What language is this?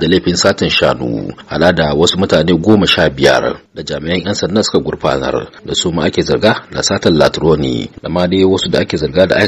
Hausa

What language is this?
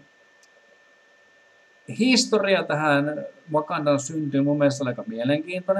Finnish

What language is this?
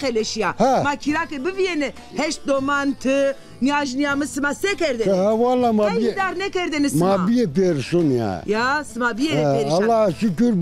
Zaza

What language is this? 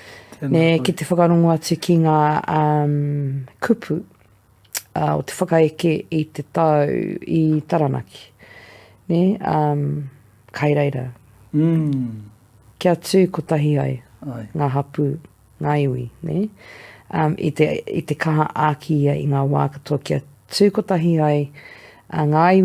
Māori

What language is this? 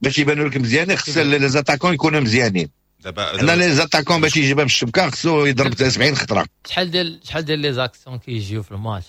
Moroccan Arabic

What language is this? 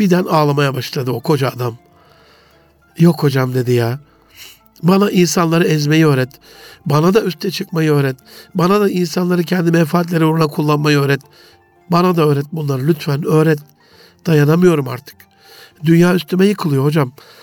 Turkish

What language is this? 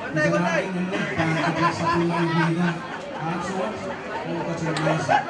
Pohnpeian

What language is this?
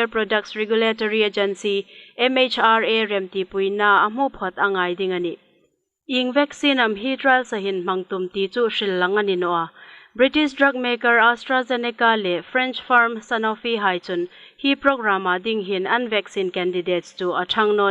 Hmar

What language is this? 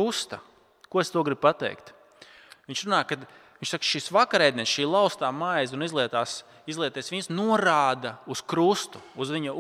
Latvian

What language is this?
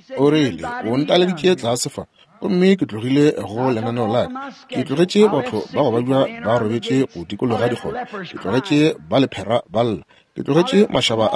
Northern Sotho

